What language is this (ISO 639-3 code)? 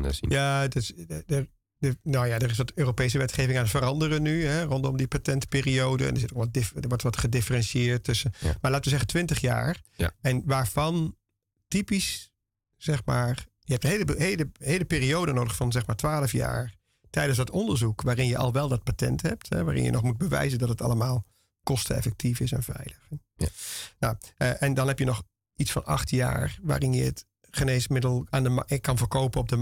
nld